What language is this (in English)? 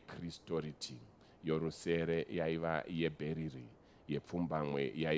Shona